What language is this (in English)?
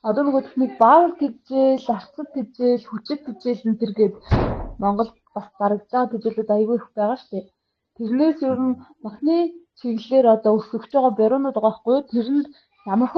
Mongolian